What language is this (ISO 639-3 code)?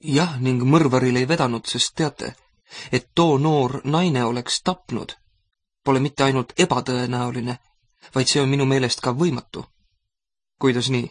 est